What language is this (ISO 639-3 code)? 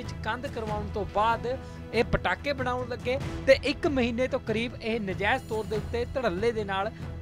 pan